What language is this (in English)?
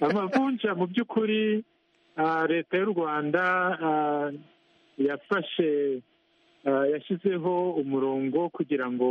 Kinyarwanda